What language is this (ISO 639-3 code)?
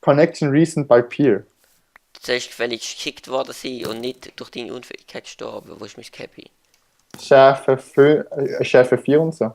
gsw